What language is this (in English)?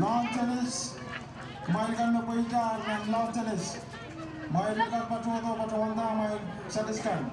Pohnpeian